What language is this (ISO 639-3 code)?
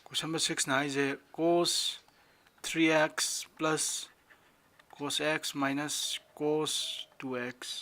mni